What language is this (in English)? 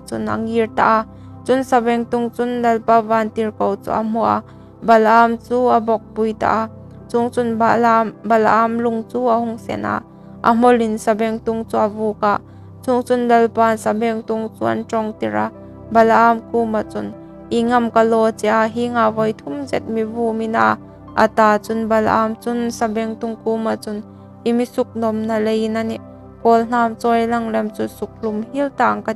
Hmar